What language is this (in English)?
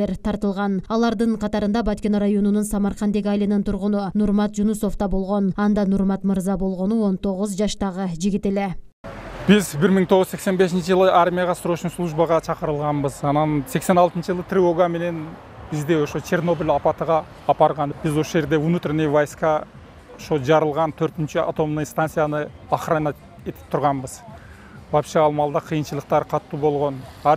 Kyrgyz